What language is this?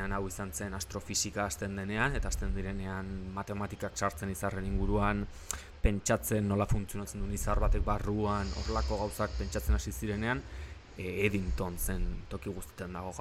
Basque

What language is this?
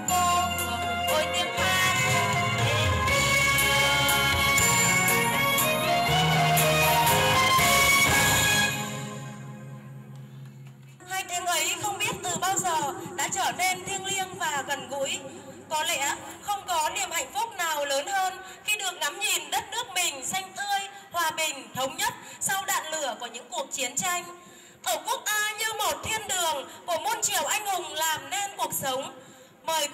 Vietnamese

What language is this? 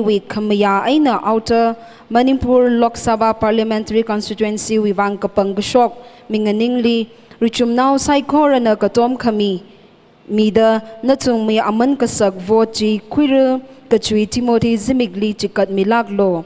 Tangkhul Naga (India)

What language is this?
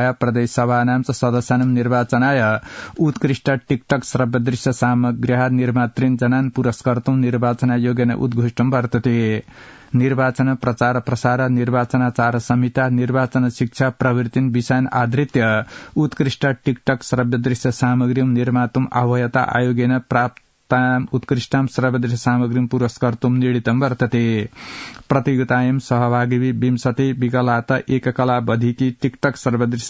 Sanskrit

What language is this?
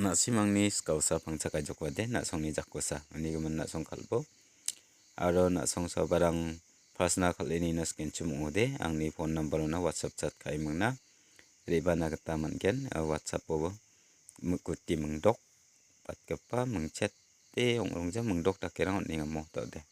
Garo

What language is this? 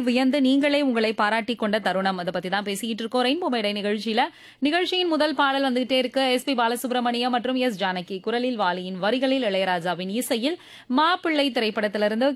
Tamil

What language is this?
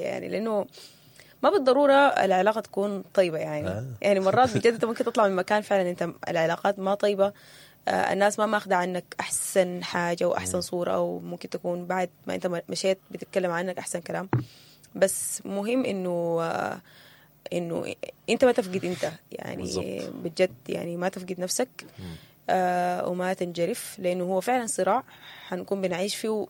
Sudanese Arabic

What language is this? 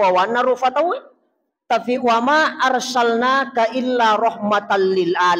Buginese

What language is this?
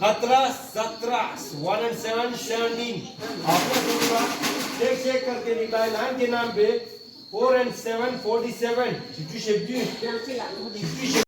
Tibetan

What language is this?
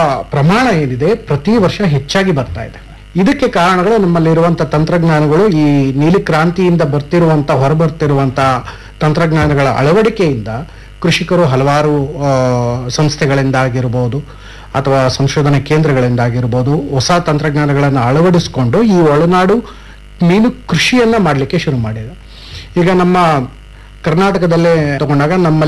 Kannada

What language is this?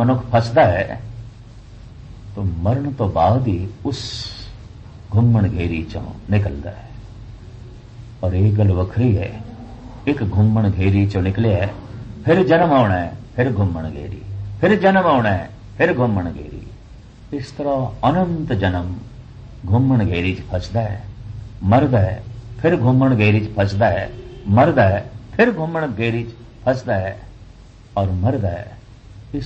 Punjabi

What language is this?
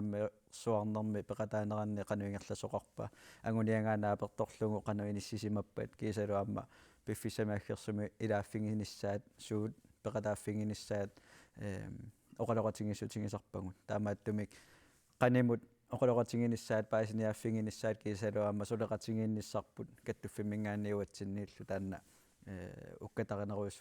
Kalaallisut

